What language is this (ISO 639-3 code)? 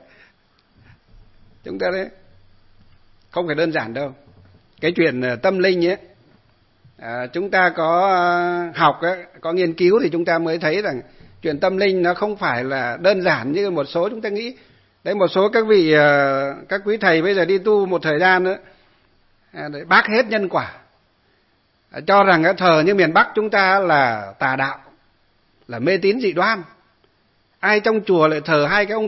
vie